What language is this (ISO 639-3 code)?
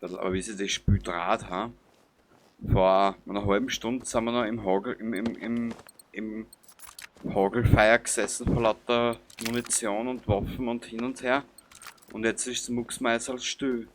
bar